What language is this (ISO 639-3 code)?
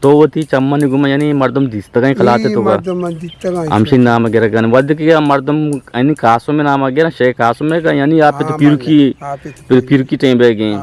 bgp